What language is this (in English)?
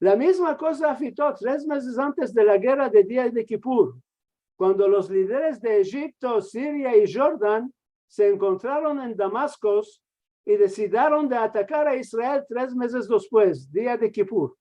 Ladino